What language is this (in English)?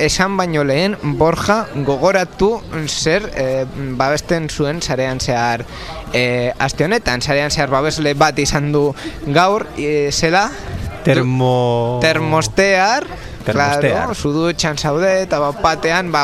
Basque